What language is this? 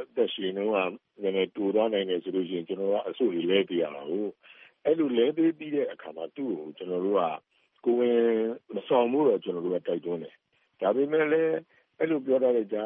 Burmese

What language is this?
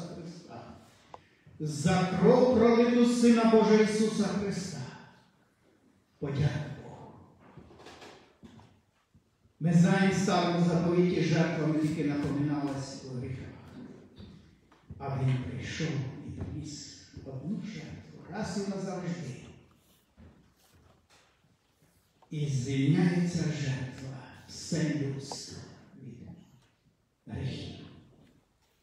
Ukrainian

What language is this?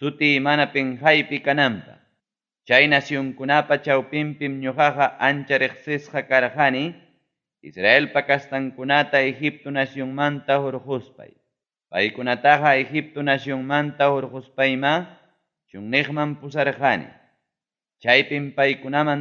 Ayacucho Quechua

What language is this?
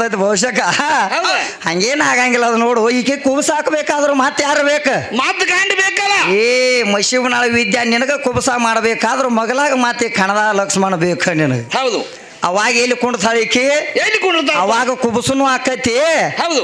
Kannada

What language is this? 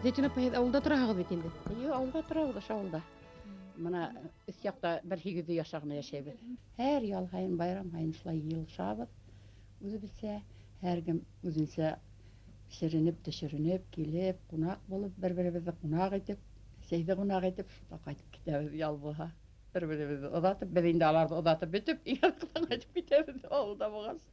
Bashkir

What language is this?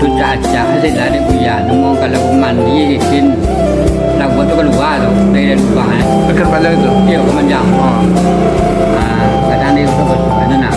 Minangkabau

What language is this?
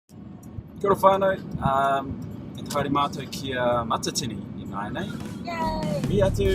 Māori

